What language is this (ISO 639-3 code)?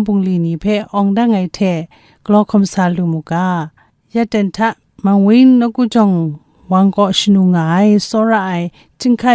kac